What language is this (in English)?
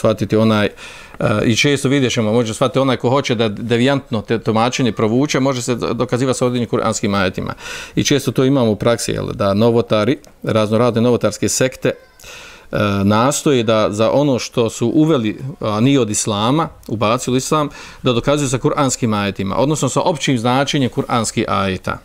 Bosnian